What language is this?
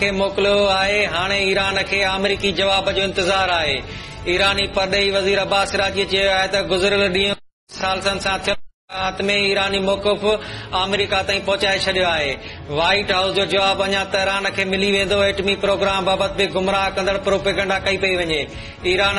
Sindhi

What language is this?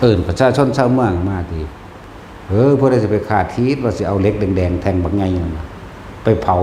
Northeastern Thai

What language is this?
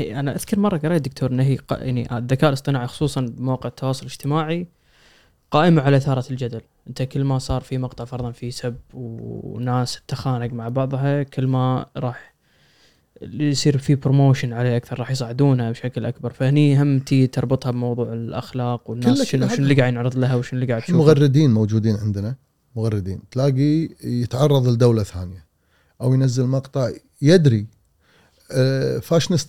Gulf Arabic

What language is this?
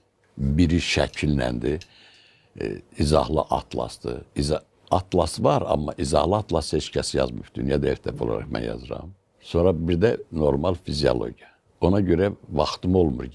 Azerbaijani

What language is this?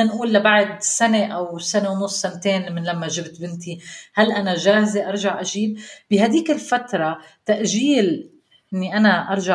North Levantine Arabic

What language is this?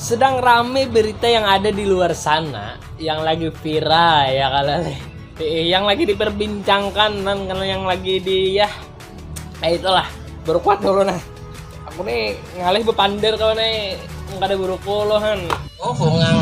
Banjar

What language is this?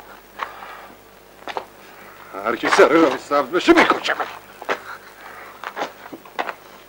Persian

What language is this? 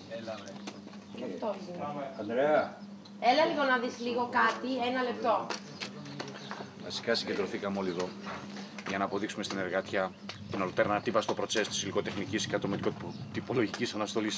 Greek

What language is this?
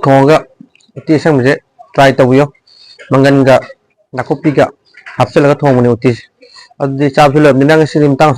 Manipuri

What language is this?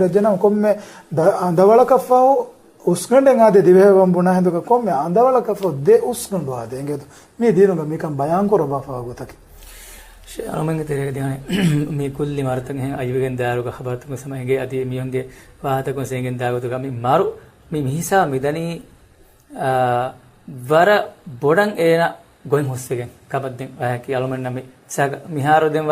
Divehi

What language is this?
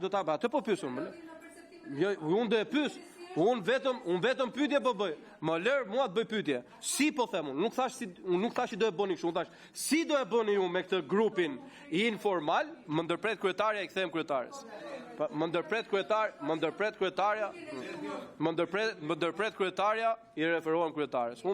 Albanian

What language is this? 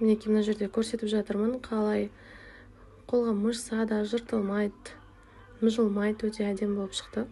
Kazakh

